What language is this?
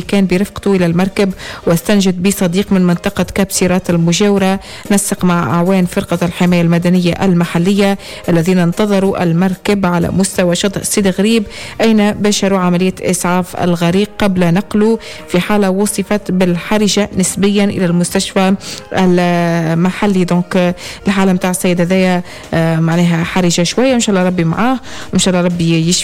Tunisian Arabic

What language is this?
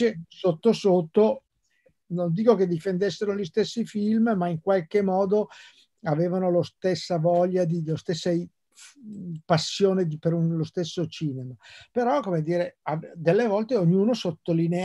Italian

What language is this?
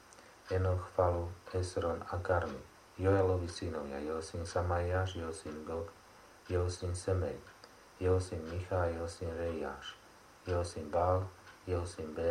Slovak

